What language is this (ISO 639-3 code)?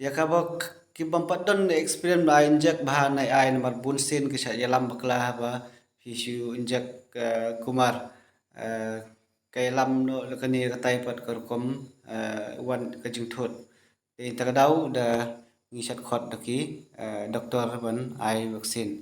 kha